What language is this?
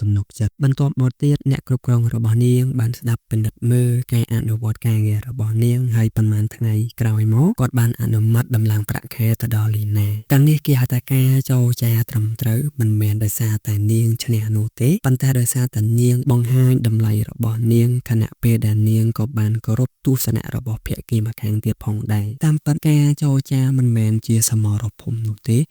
Khmer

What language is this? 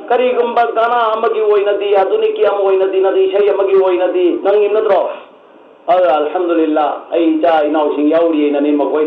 Manipuri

